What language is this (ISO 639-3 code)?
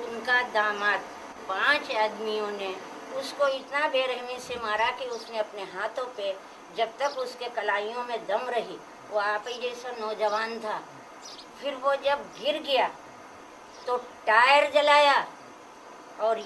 hin